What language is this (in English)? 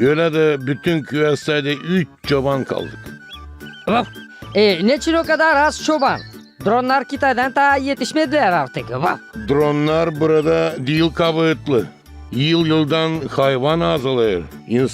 Gagauz